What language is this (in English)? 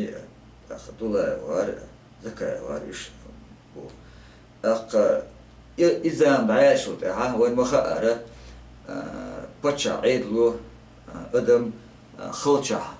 Chechen